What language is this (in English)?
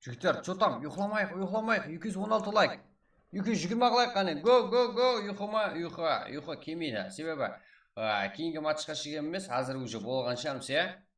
Kara-Kalpak